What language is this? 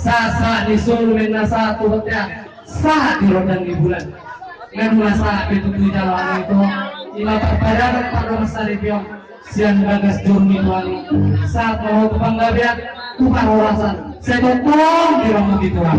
Batak Toba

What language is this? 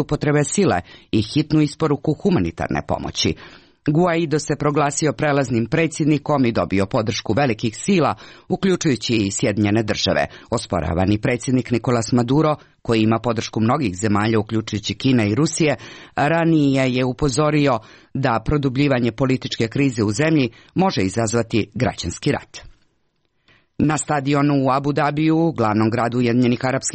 Croatian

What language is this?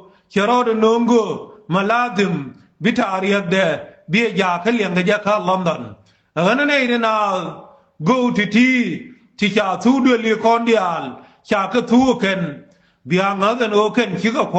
Nuer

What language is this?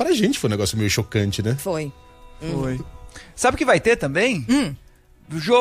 Portuguese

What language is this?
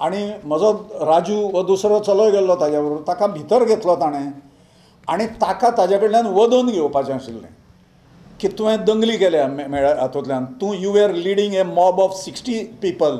Konkani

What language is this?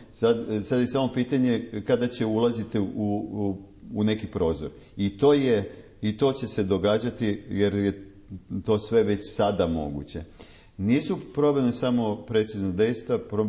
Serbian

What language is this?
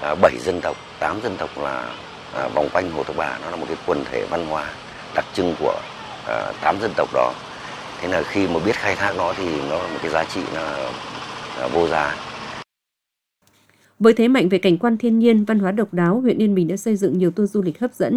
Vietnamese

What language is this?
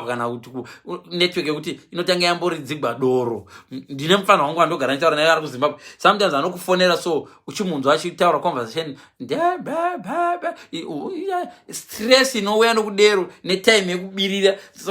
Shona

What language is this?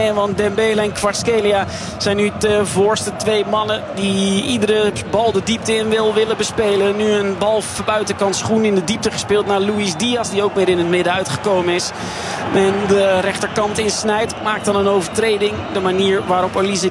Dutch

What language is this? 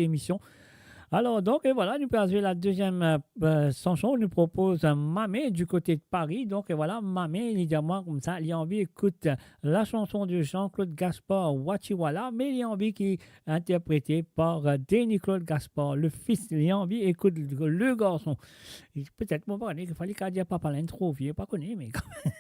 Morisyen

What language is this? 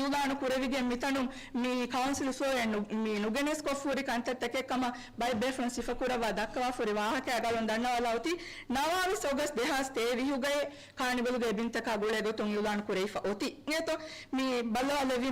Divehi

